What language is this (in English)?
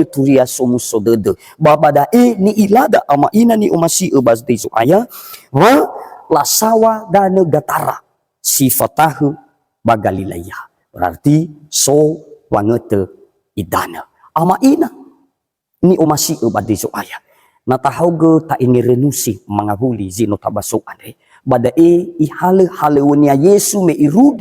Nias